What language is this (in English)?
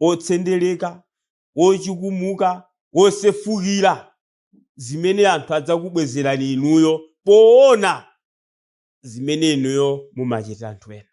Nyanja